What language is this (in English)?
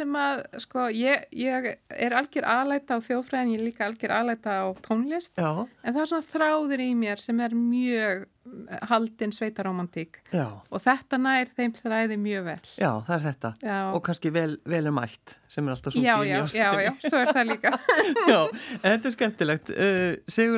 Icelandic